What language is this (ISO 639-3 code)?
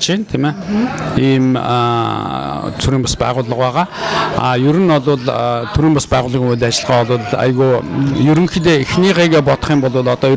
mon